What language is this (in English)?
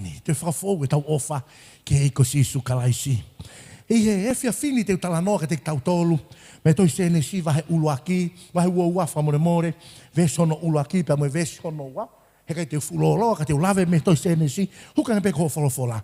Tongan